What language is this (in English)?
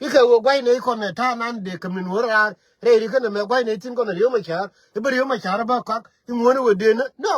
Nuer